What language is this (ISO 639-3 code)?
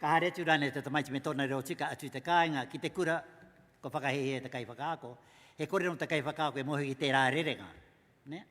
mri